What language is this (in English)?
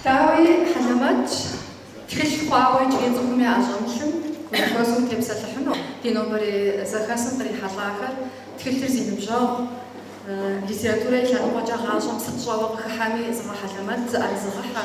Kabardian